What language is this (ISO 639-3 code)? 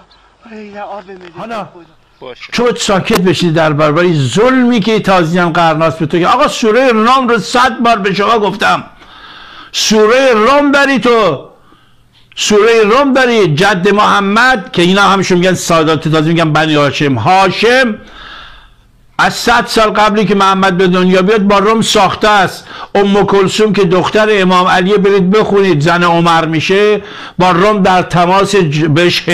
fas